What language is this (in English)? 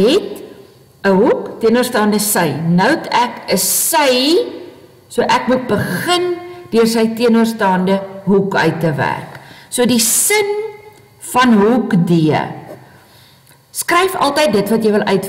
Afrikaans